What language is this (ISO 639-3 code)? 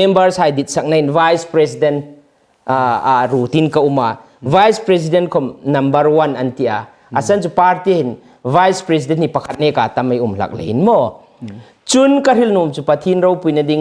hmr